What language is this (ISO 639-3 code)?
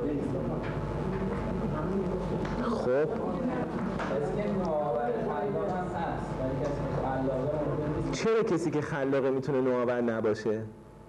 fas